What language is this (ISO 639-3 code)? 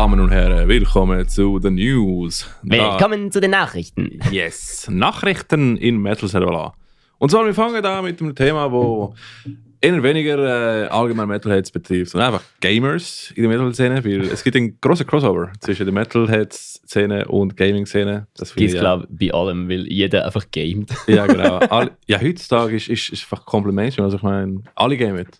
gsw